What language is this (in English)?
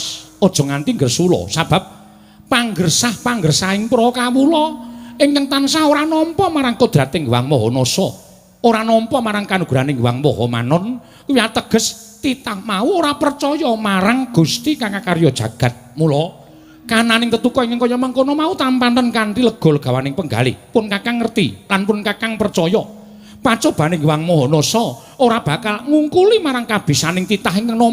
Javanese